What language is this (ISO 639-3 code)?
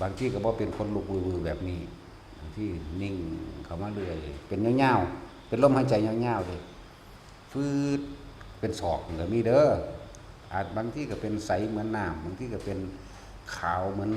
tts